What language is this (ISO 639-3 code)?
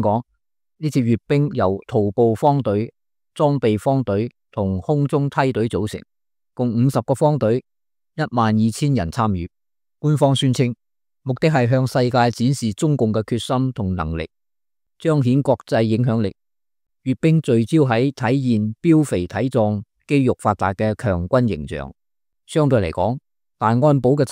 yue